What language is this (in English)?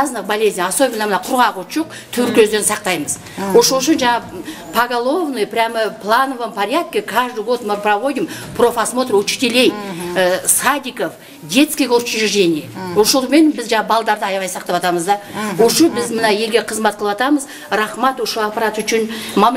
Kyrgyz